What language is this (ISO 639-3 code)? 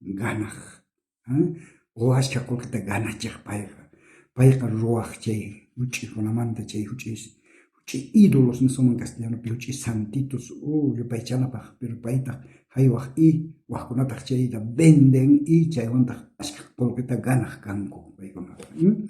quh